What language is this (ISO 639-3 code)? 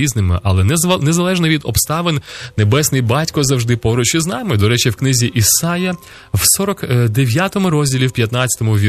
ukr